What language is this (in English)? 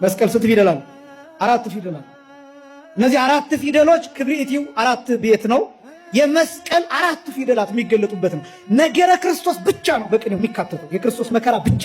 Amharic